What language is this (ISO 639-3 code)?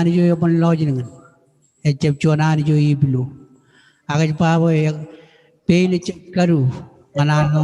mah